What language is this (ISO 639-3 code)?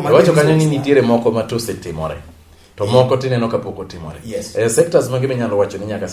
luo